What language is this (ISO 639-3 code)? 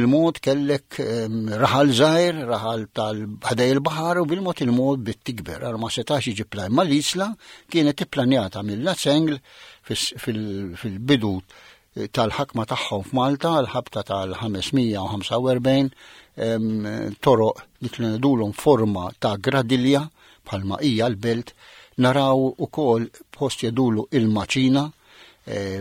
mlt